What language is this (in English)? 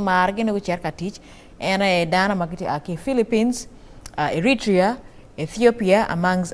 Acoli